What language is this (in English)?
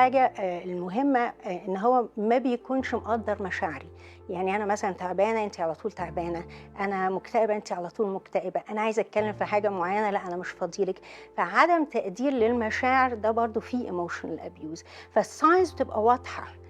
Egyptian Arabic